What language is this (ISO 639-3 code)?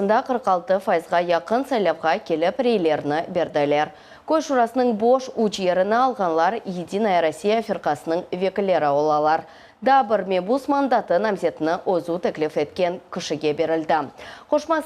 crh